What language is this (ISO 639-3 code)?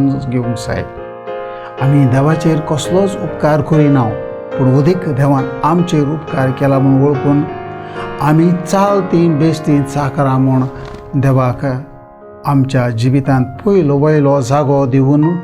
kok